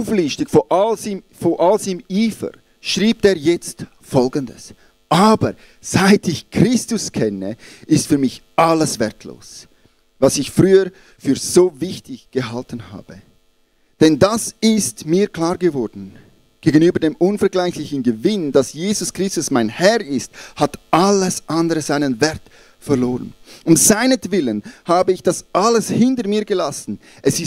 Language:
Swiss German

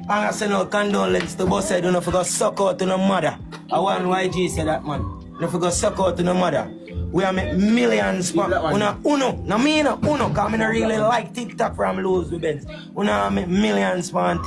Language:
Jamaican Creole English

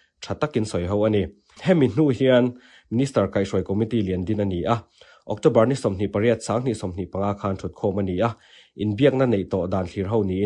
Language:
Mizo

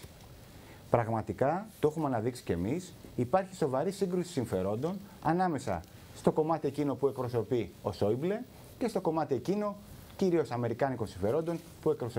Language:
Greek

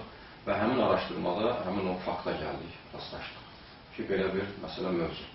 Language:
Azerbaijani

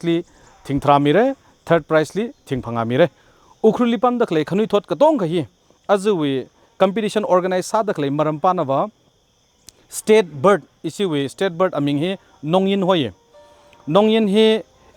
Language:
Tangkhul Naga (India)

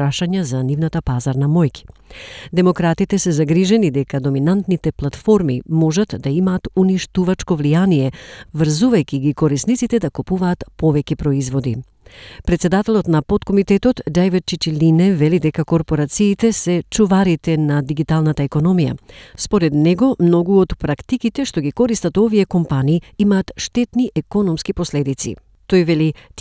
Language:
Macedonian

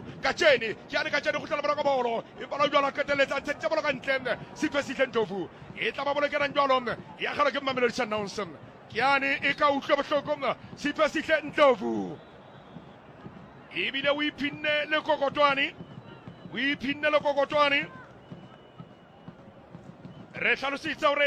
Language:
Southern Sotho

